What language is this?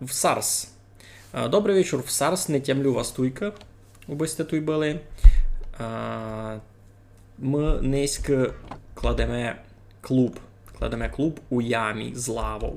Rusyn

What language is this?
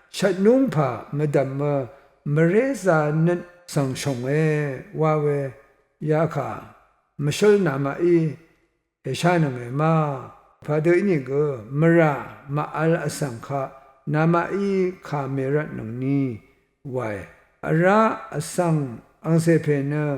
Rawang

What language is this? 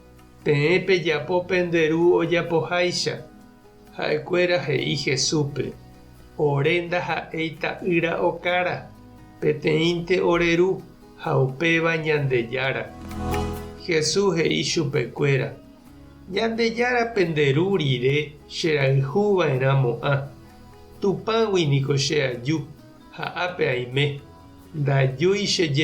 Guarani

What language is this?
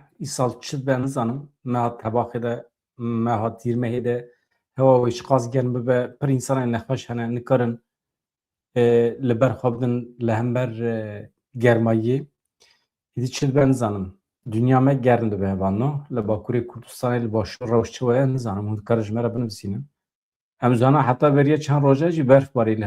Kurdish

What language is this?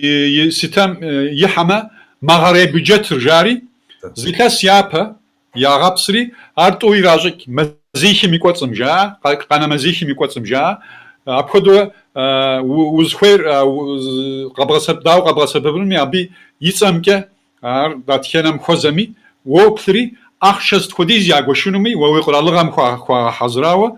Kabardian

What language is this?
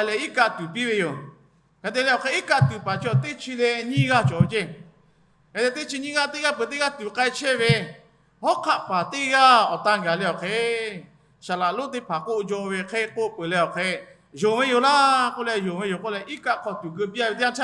Lahu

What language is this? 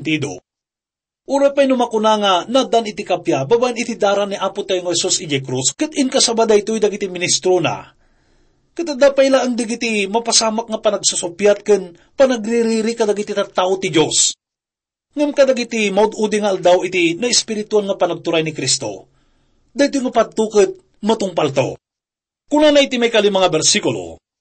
Iloko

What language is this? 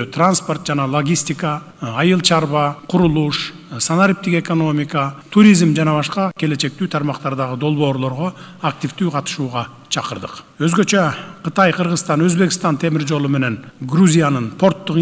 Kyrgyz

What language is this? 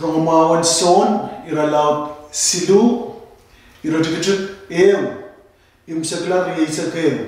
Pohnpeian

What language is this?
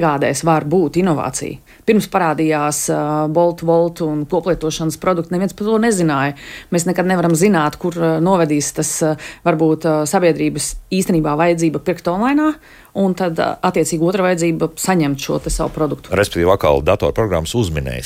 Latvian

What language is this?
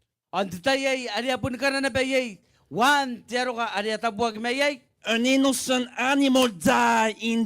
Gilbertese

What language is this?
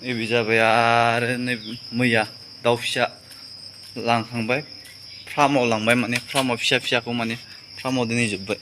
Bodo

